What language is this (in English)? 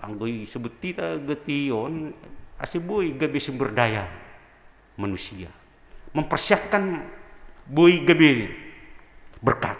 Batak Simalungun